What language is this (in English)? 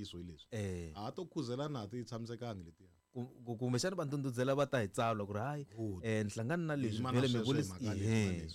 Tsonga